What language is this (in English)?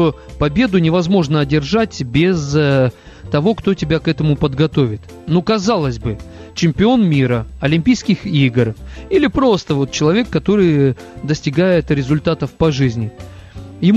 Russian